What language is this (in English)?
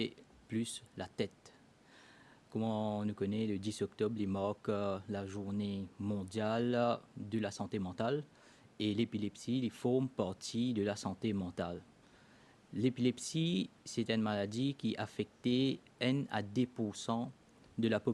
Morisyen